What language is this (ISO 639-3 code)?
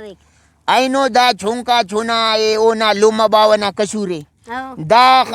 brh